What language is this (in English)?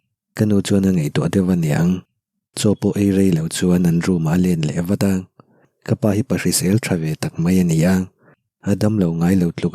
Mizo